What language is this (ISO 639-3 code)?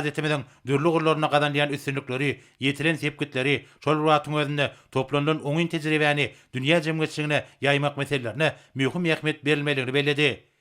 tuk